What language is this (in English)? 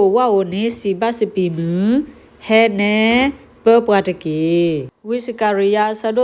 S'gaw Karen